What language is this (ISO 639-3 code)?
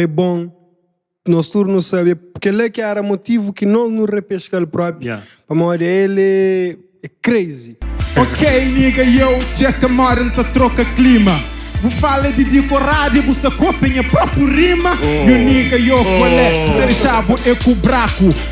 kea